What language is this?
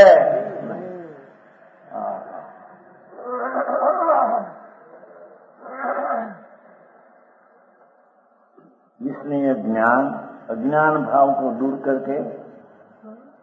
Hindi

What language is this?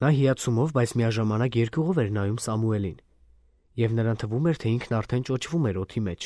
Armenian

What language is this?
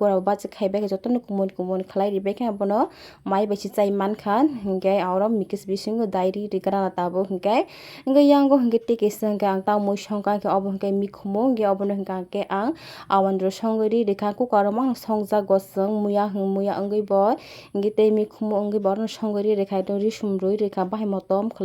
Kok Borok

